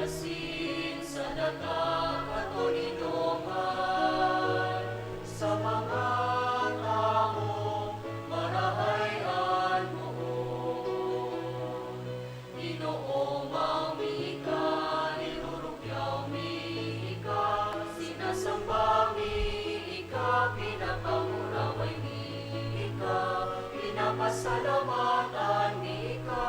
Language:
Bikol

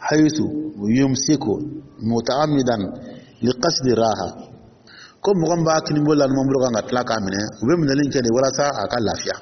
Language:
Dyula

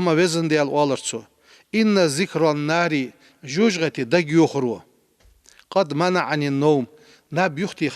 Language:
Ingush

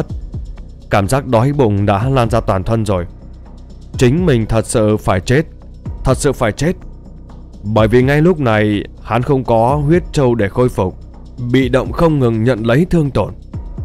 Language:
Vietnamese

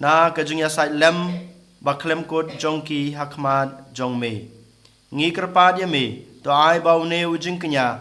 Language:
Khasi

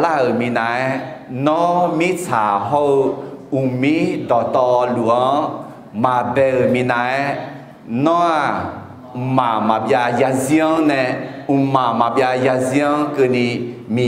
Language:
Akha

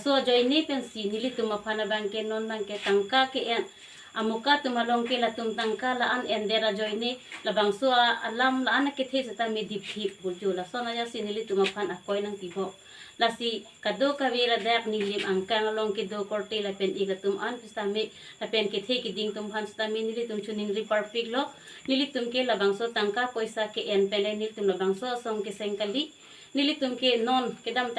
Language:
Karbi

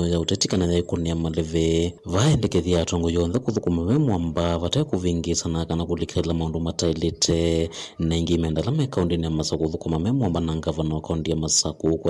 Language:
Kamba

